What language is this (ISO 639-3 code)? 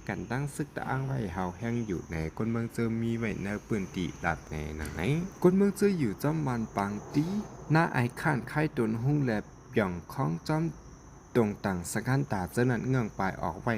shn